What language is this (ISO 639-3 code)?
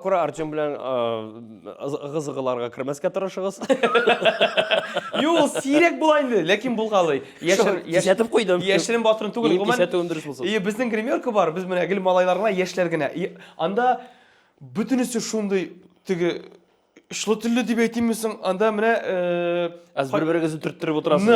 tat